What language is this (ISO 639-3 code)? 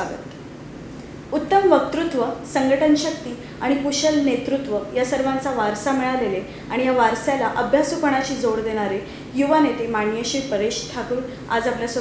mar